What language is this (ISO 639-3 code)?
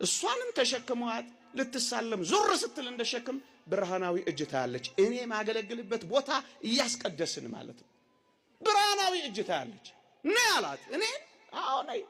amh